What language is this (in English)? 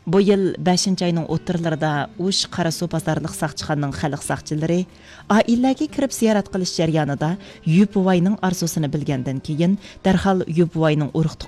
Uyghur